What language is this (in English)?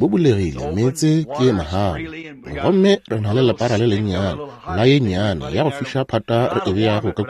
Northern Sotho